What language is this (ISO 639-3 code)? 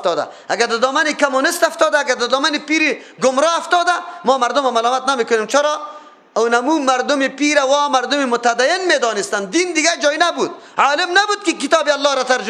fas